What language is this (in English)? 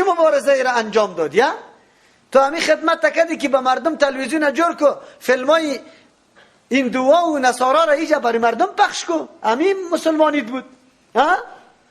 Persian